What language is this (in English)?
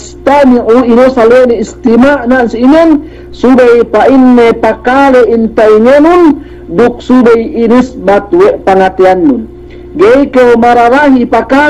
Yakan